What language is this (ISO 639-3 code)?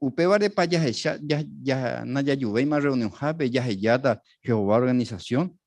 grn